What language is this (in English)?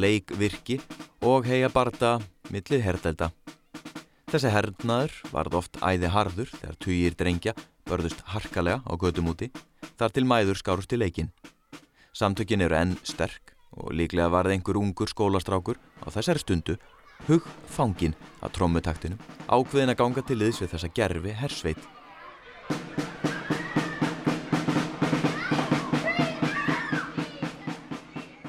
Icelandic